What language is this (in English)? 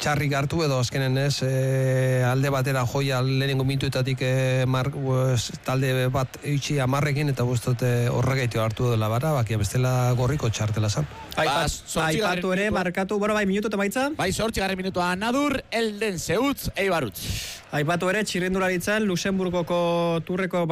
Basque